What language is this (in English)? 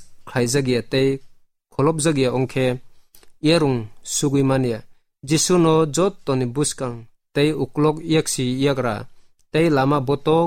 Kok Borok